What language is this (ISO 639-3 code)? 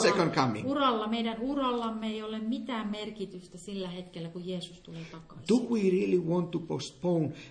fin